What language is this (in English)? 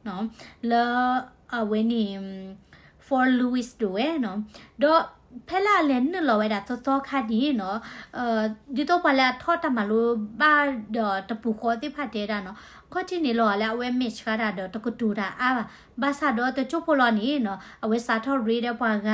S'gaw Karen